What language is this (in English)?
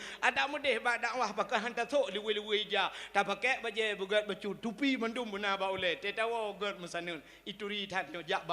Achinese